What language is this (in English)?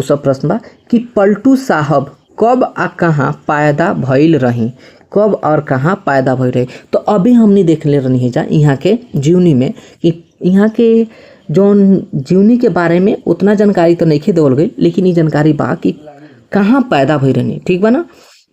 Bhojpuri